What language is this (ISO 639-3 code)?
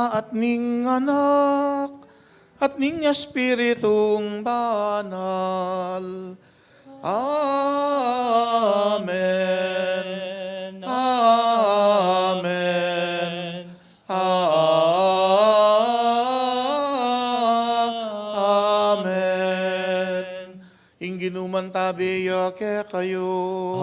pam